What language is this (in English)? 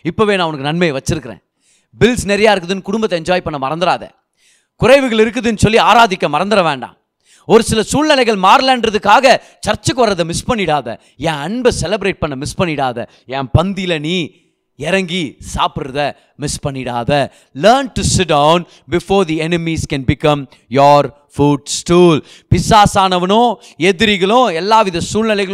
Tamil